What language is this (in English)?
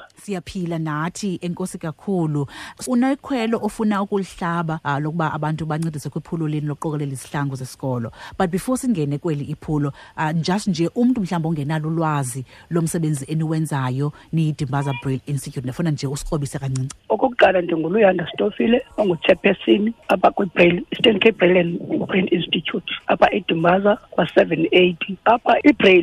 Xhosa